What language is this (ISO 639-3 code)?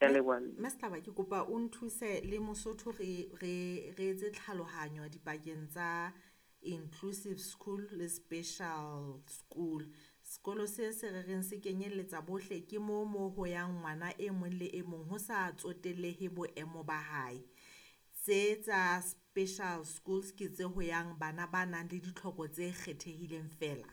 sot